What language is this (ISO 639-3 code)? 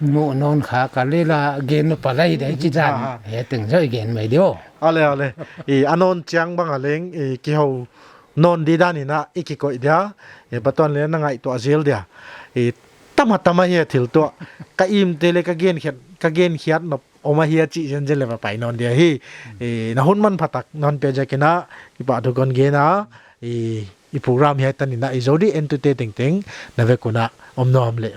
pck